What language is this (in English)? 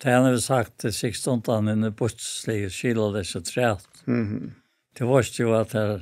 Faroese